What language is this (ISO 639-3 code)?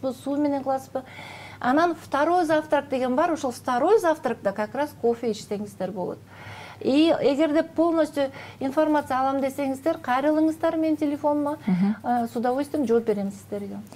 kir